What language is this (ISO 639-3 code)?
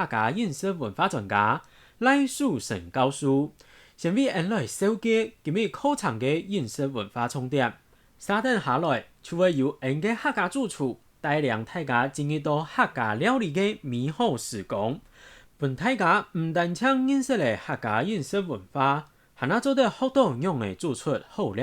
hak